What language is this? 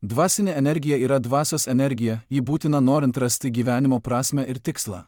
Lithuanian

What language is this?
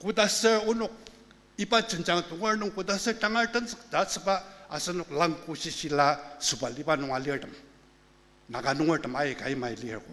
Ao Naga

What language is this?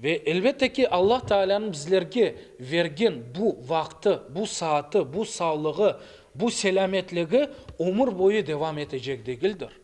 Crimean Tatar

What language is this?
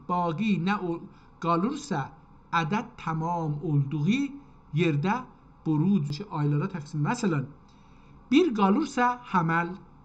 South Azerbaijani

